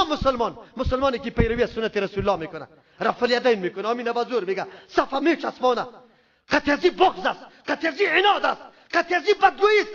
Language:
Persian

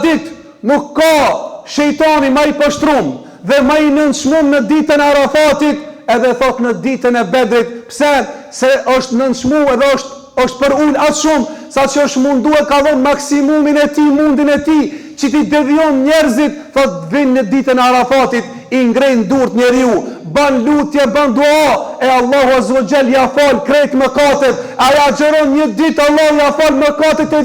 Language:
Albanian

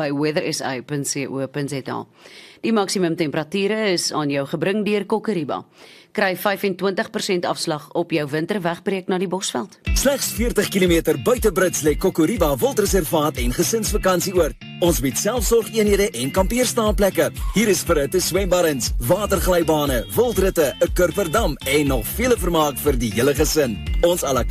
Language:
Afrikaans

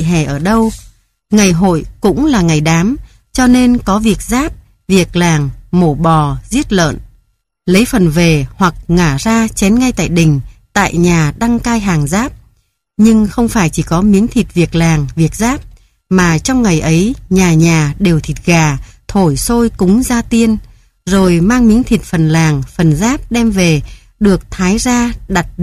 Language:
Vietnamese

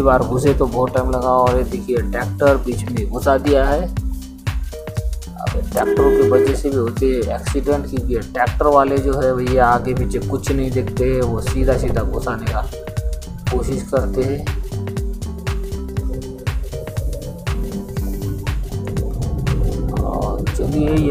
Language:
Hindi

